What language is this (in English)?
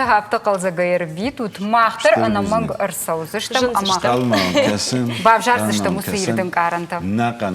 Ossetic